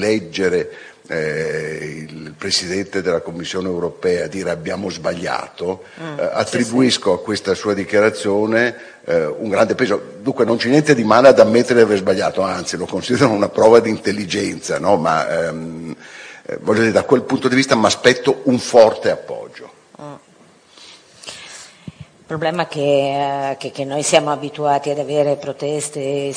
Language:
Italian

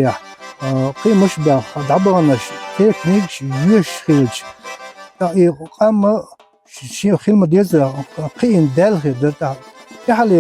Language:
Chechen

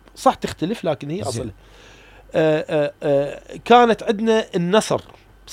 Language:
Mesopotamian Arabic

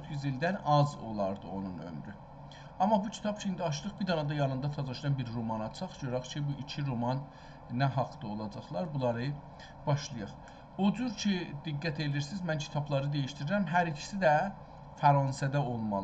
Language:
South Azerbaijani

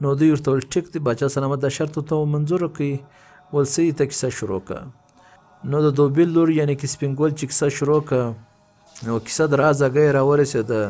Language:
Pashto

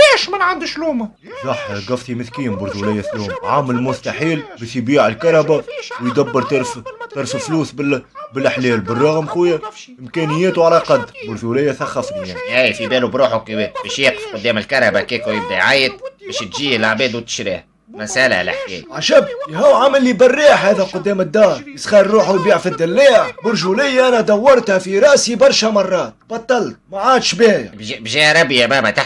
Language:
Tunisian Arabic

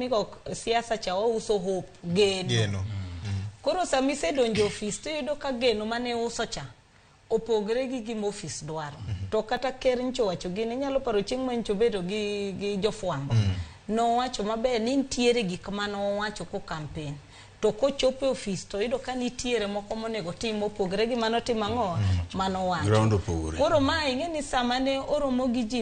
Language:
Luo (Kenya and Tanzania)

